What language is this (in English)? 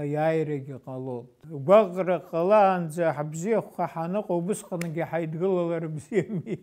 Abkhazian